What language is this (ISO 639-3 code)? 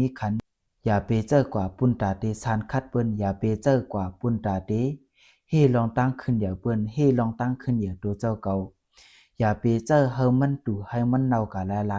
shn